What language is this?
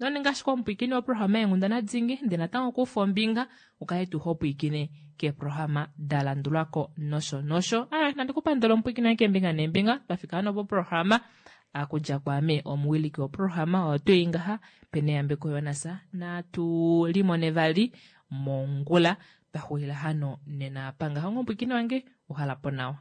Kuanyama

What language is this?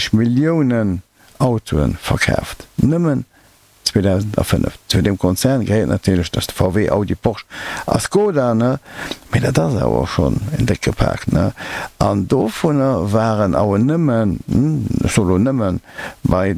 Luxembourgish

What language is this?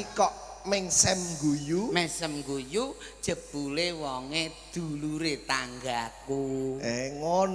Javanese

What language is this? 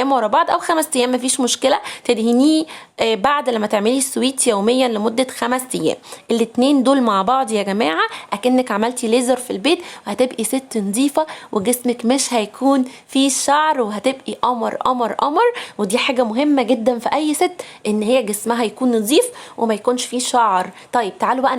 Egyptian Arabic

